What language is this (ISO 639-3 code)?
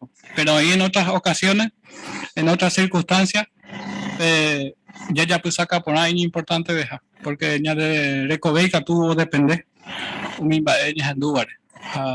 grn